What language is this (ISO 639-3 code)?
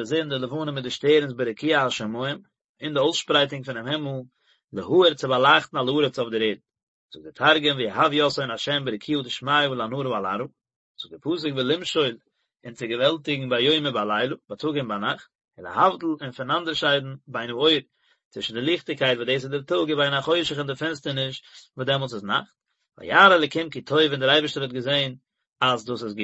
yid